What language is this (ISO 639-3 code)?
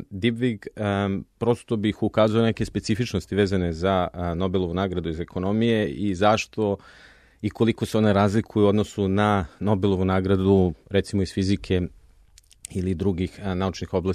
srp